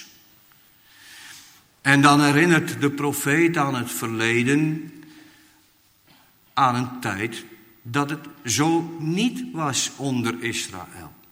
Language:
Dutch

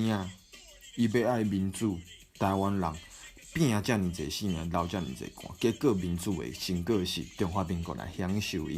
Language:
Min Nan Chinese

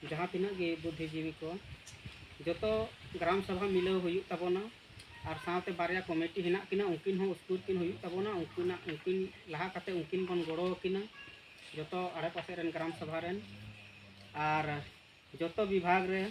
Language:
Santali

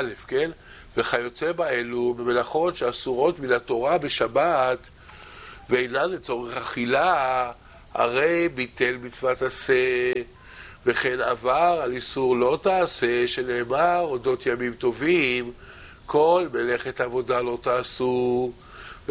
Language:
Hebrew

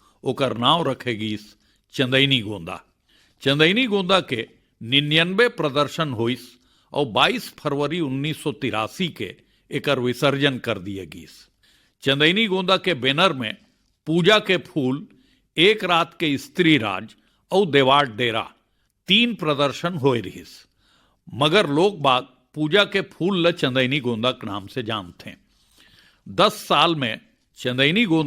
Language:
Chhattisgarhi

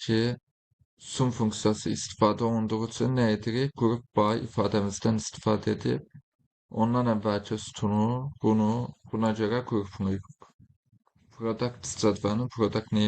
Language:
Azerbaijani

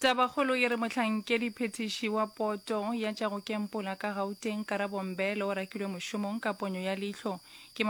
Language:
Northern Sotho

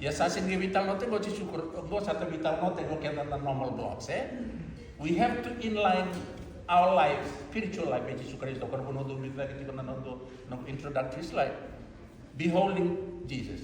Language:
Fijian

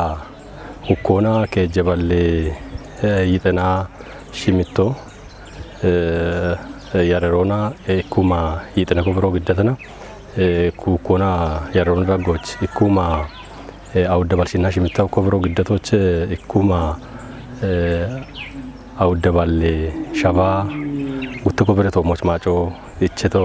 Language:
Kafa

